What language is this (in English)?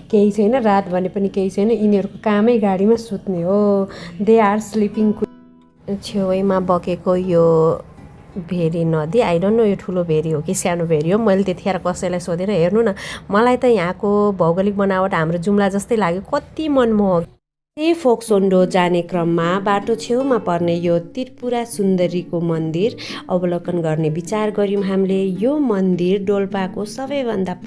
Nepali